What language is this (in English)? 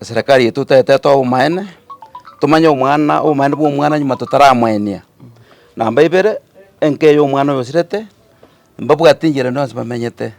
Gusii